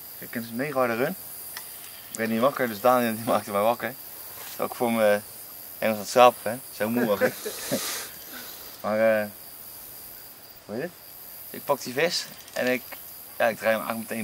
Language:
Dutch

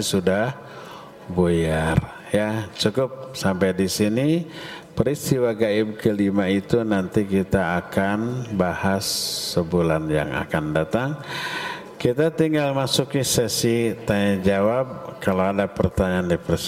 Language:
Indonesian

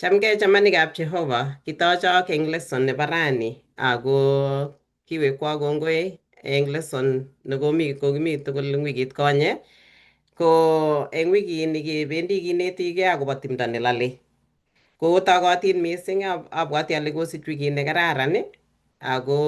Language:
Kalenjin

